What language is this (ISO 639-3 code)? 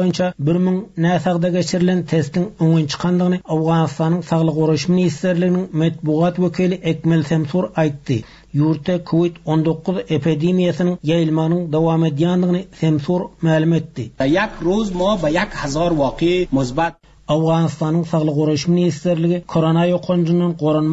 tuk